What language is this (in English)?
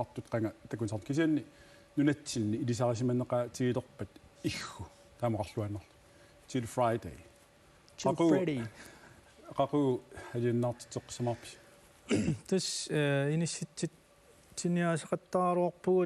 Kalaallisut